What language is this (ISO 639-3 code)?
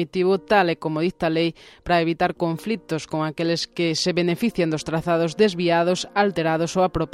glg